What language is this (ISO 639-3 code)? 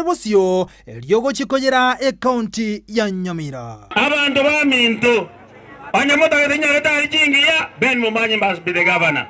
guz